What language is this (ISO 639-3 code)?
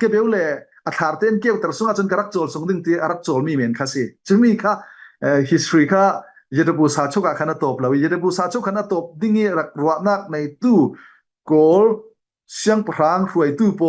cfm